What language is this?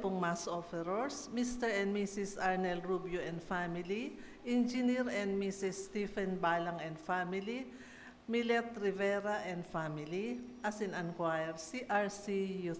Bikol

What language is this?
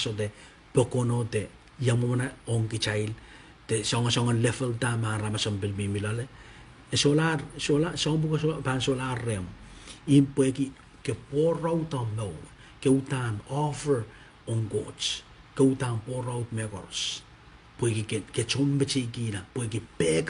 Pohnpeian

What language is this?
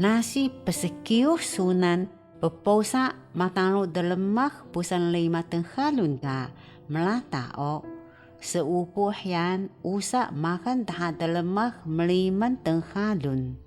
Taroko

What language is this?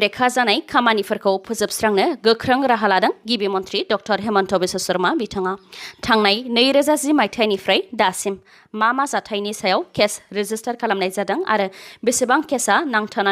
Bodo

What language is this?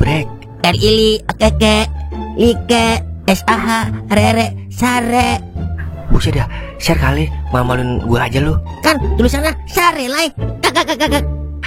Betawi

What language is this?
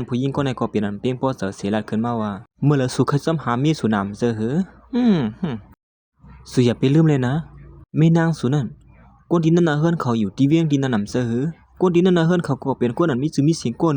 Shan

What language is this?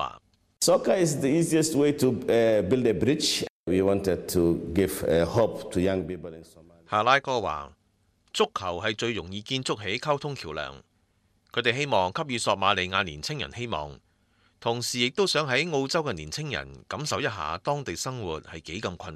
Cantonese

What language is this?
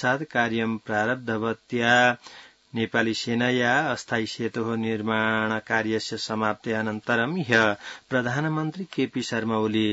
Sanskrit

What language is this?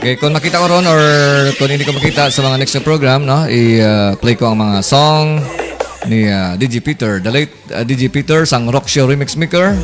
Hiligaynon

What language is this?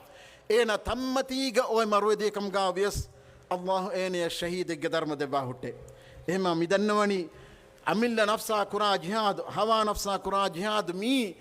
Divehi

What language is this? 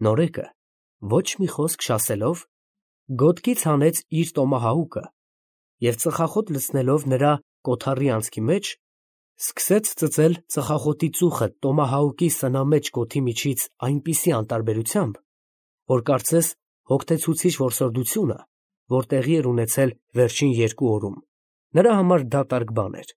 Armenian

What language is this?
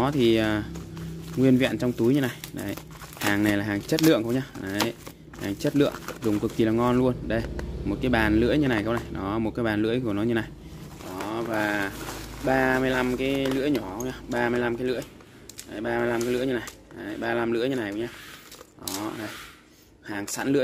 Vietnamese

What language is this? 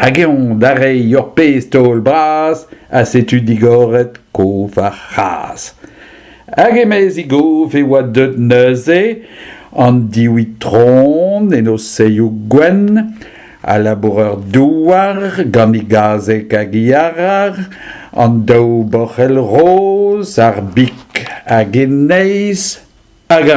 Breton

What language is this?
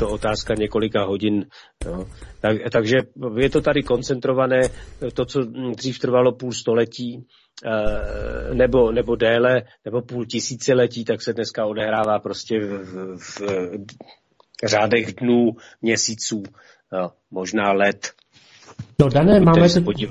Czech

